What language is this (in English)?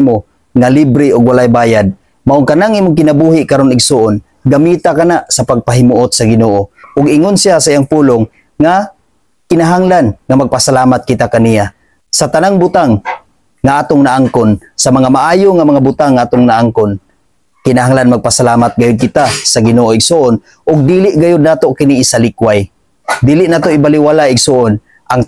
Cebuano